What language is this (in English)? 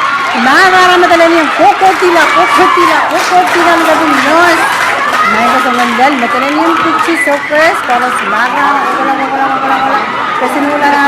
Pohnpeian